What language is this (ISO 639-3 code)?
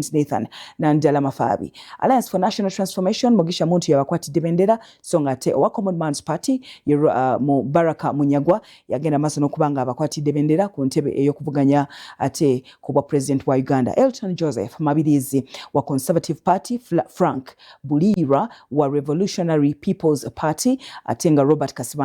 lug